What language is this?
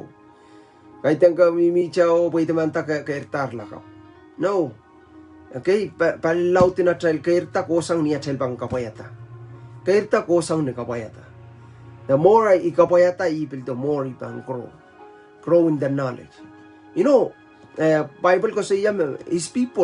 Pohnpeian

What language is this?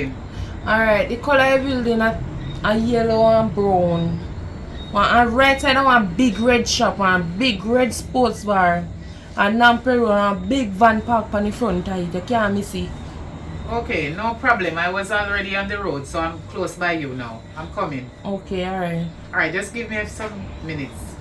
Jamaican Creole English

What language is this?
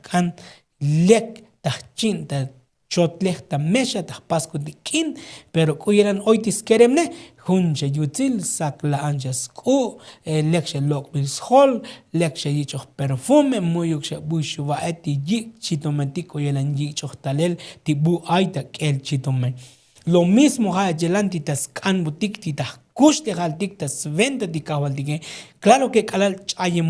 Tzotzil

